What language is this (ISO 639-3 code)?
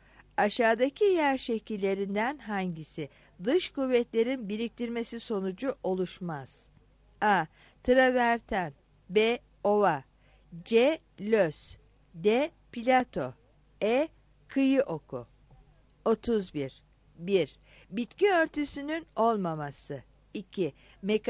tur